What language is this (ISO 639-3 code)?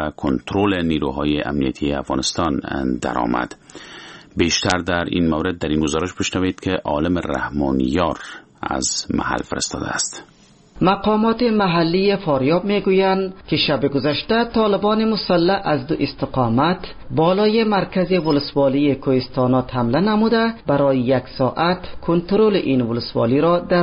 fas